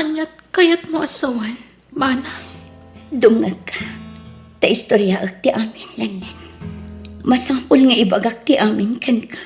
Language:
Iloko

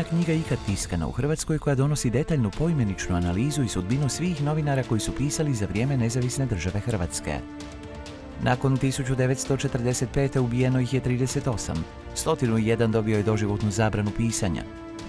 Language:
Croatian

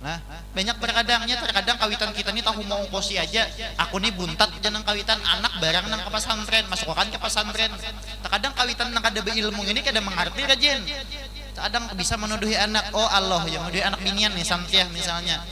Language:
Banjar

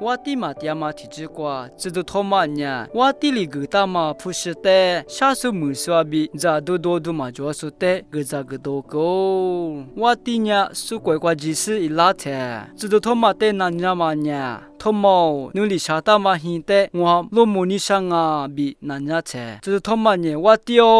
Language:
Lisu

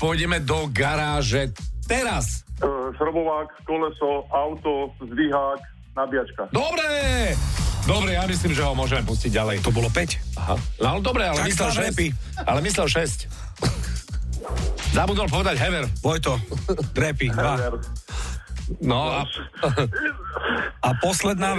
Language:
Slovak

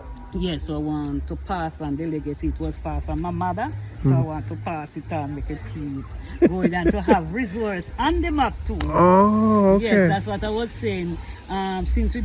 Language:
Jamaican Creole English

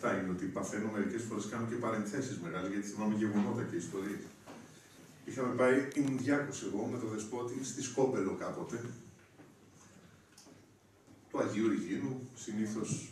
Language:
Greek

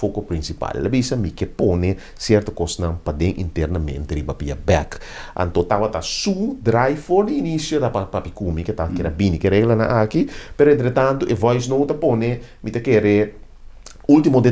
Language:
Papiamento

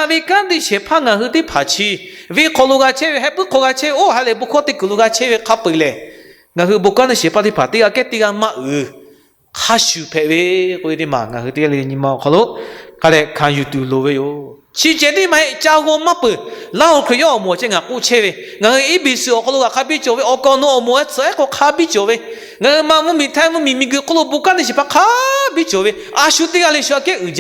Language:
Lahu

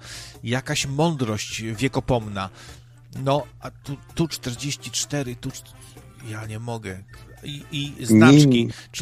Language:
Polish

